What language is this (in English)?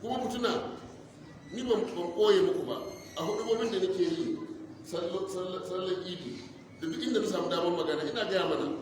Hausa